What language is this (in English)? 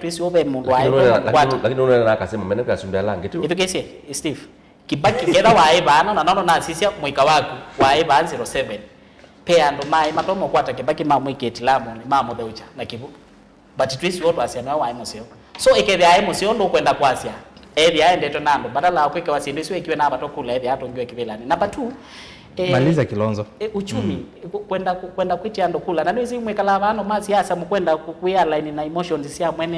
Kamba